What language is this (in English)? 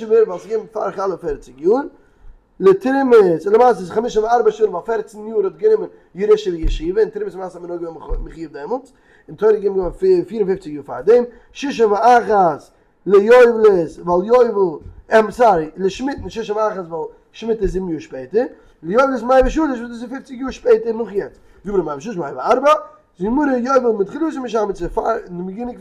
Yiddish